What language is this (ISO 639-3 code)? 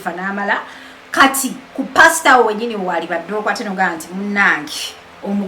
lug